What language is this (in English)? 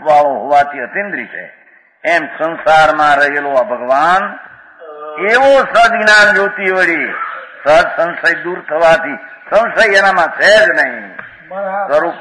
Gujarati